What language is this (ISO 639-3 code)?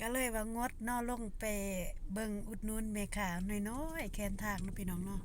lao